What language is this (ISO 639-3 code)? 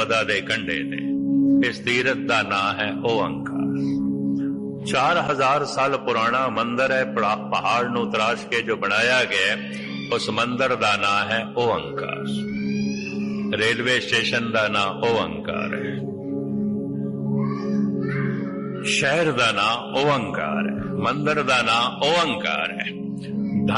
pan